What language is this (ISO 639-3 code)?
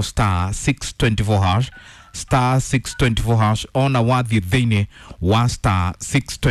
kik